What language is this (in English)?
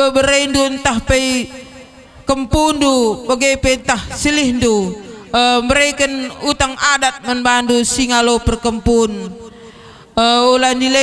Batak Karo